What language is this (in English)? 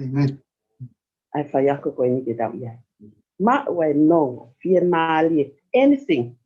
Tongan